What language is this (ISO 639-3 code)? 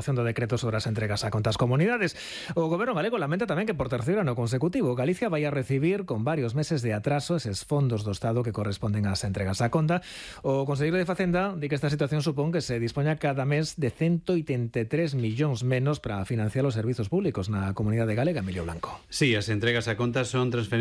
glg